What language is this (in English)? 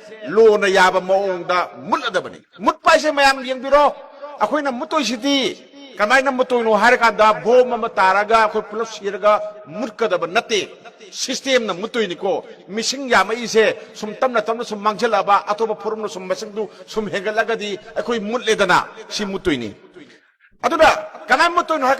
Manipuri